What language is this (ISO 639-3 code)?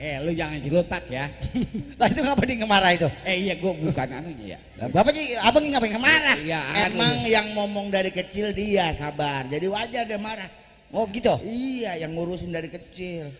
bew